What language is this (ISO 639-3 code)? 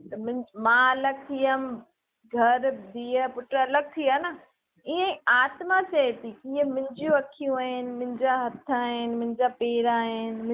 snd